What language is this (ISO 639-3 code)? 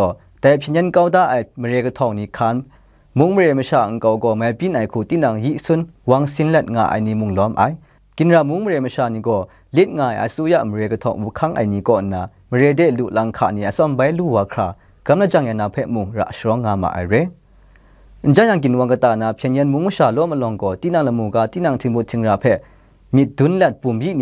kac